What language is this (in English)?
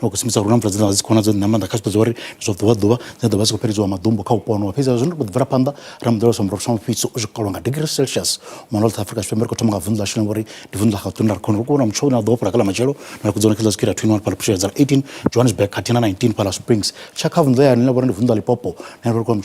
Venda